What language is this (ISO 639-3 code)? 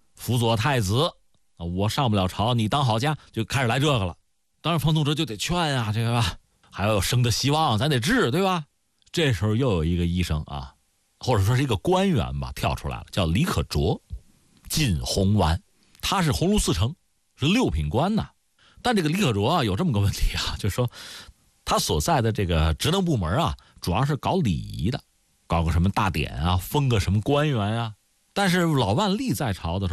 zho